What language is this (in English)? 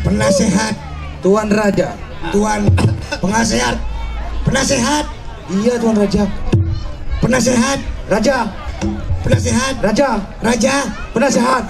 Betawi